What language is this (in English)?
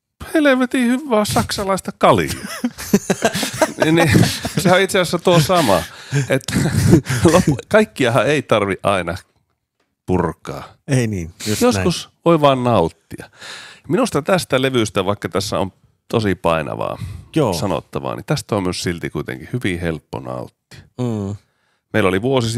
Finnish